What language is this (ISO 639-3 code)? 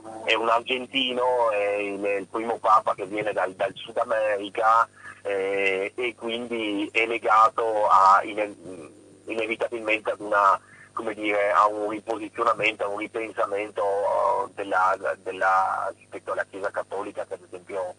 ita